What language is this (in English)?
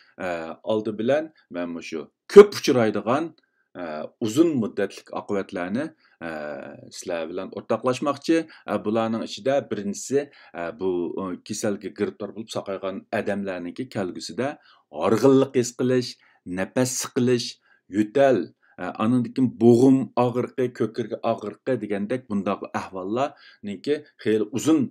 Uyghur